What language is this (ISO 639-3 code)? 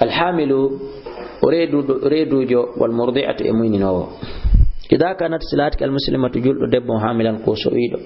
ful